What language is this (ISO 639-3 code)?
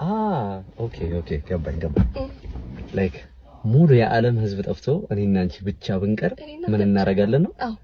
amh